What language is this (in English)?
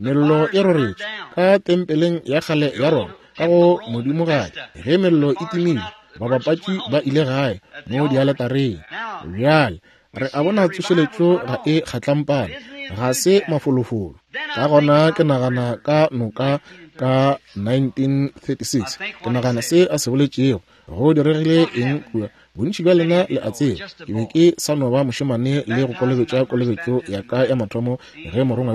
Northern Sotho